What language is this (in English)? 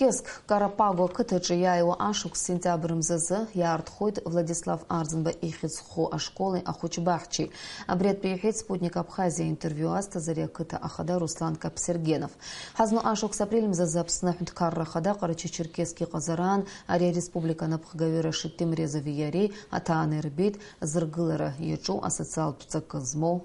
Abkhazian